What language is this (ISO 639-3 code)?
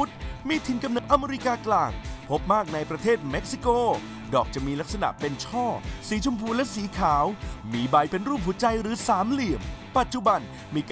tha